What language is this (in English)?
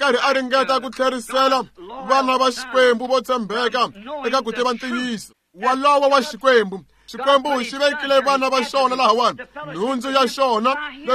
Tsonga